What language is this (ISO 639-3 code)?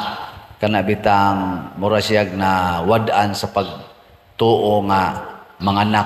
ceb